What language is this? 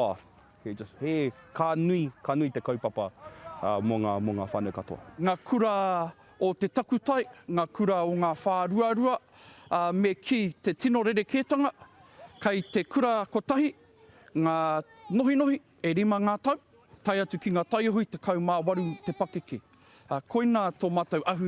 Māori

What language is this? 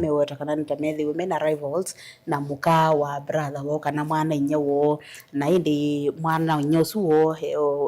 Kamba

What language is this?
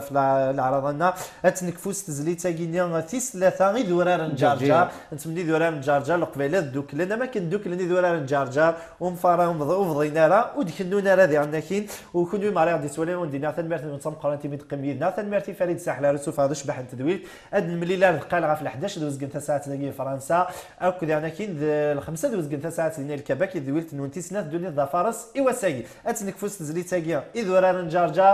Kabyle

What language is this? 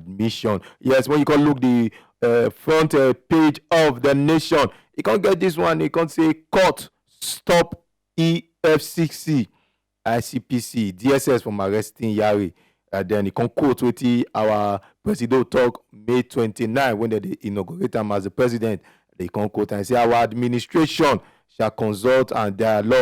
Nigerian Pidgin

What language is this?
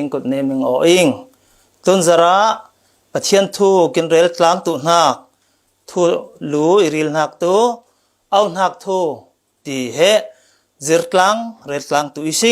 Falam Chin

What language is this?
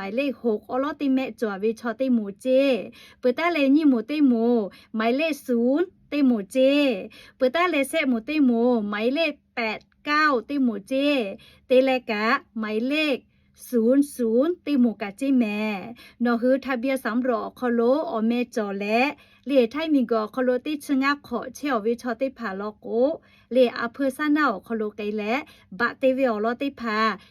Lahu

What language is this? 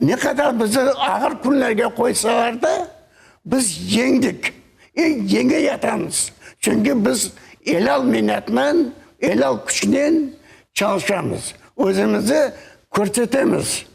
Crimean Tatar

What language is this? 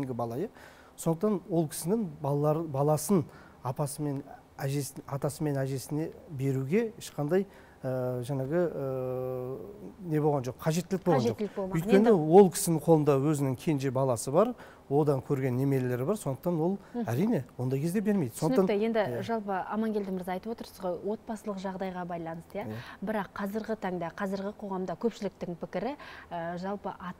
Kazakh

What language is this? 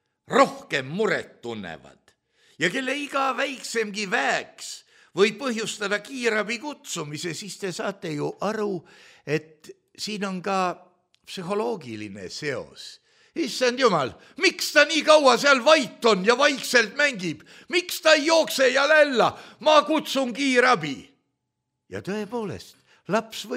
Estonian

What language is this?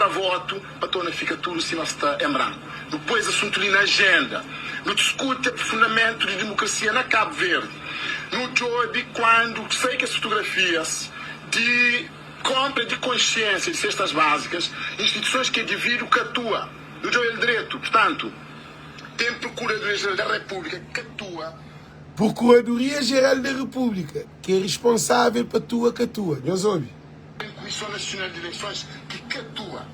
Kabuverdianu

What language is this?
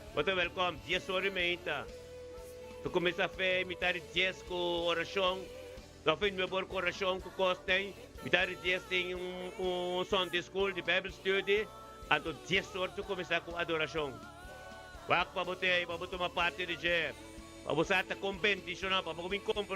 Papiamento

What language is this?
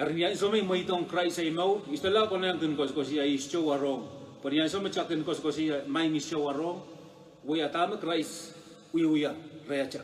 Pohnpeian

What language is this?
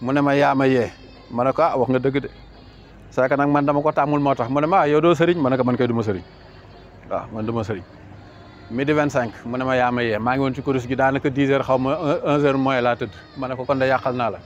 Wolof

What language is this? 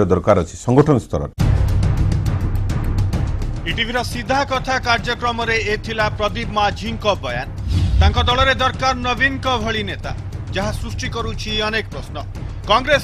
Odia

